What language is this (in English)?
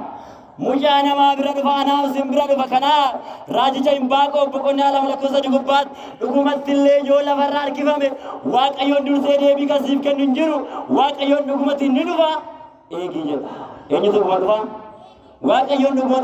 Oromo